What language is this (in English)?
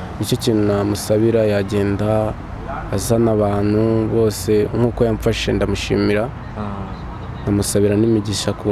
Kinyarwanda